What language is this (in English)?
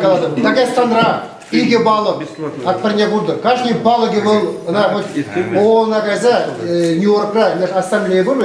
Chuvash